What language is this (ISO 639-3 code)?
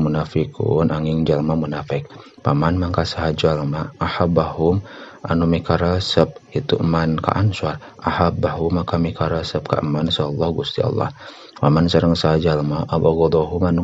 sun